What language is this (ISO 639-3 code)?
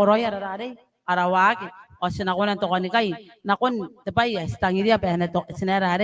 gil